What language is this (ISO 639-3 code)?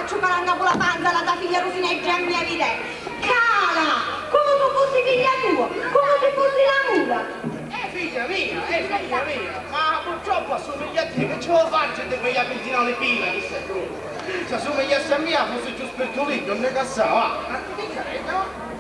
scn